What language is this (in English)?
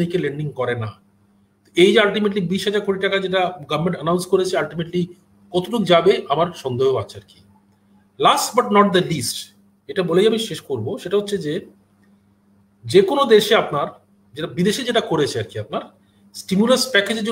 Bangla